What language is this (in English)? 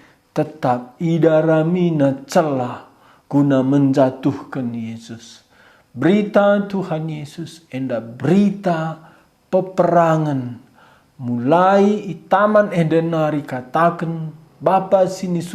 Batak Karo